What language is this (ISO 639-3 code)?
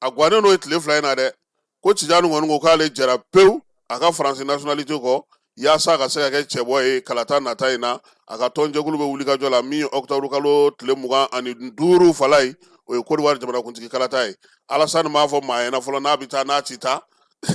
bam